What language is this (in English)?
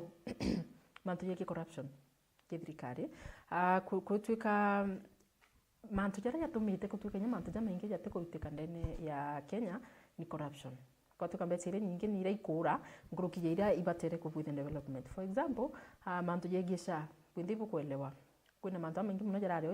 Meru